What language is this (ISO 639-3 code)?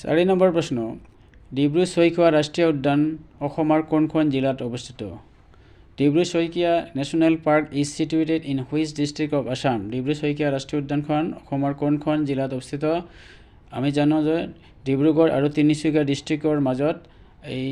asm